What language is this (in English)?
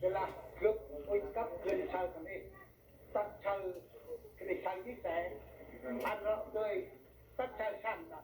Central Mnong